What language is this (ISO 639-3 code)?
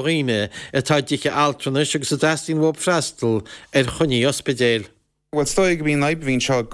gle